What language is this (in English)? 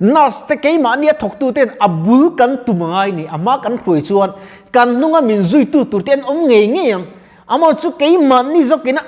Mizo